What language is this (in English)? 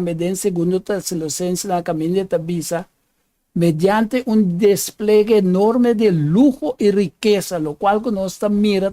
Papiamento